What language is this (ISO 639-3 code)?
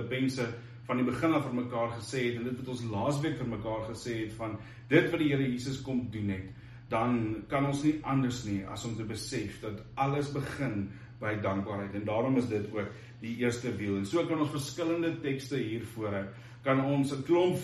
afr